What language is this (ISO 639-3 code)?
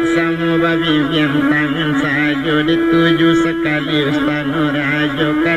min